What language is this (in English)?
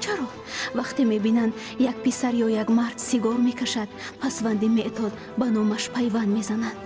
Tajik